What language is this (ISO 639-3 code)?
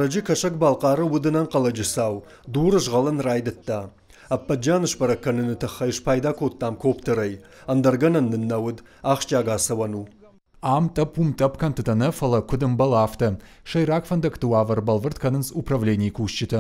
oss